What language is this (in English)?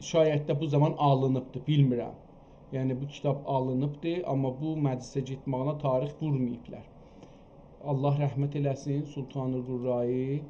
South Azerbaijani